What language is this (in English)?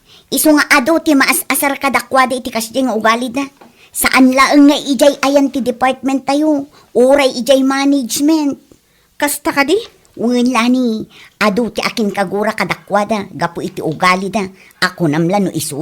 Iloko